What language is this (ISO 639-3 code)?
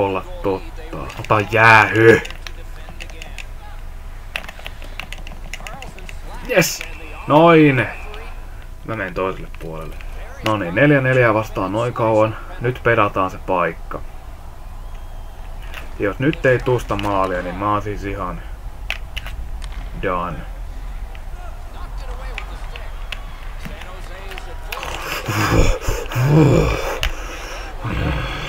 fin